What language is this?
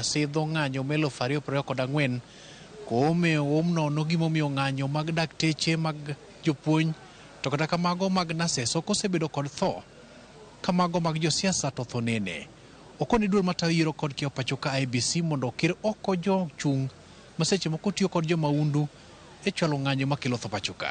Luo (Kenya and Tanzania)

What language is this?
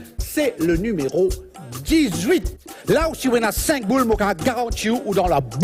Morisyen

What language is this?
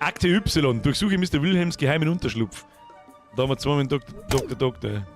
Bavarian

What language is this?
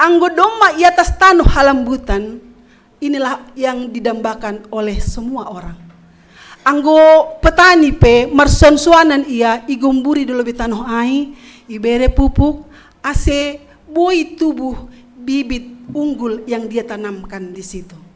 Batak Simalungun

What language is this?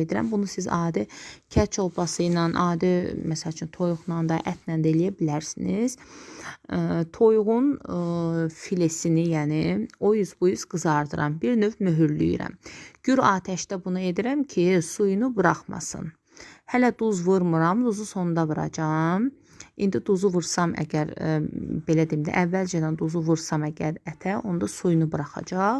Azerbaijani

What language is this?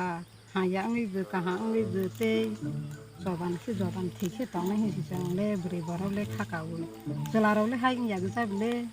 Kok Borok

